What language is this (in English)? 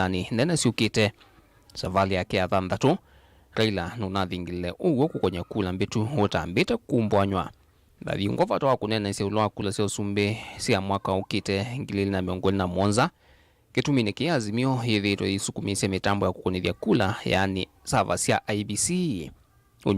Kamba